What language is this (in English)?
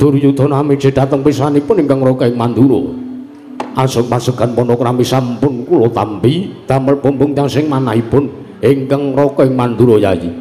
Javanese